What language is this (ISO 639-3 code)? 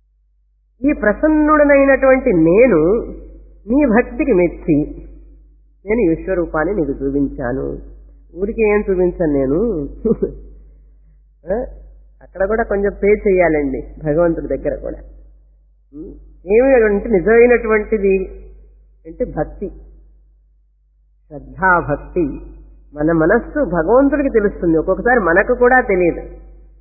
tel